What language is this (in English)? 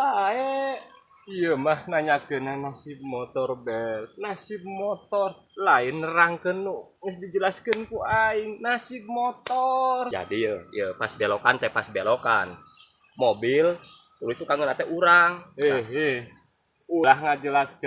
Sundanese